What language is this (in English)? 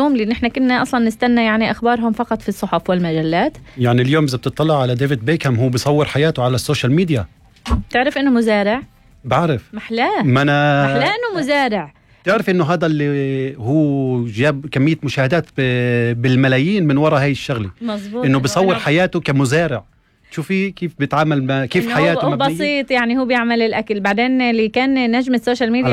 North Levantine Arabic